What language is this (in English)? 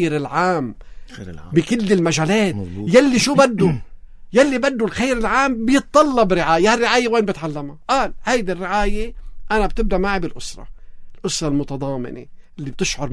North Levantine Arabic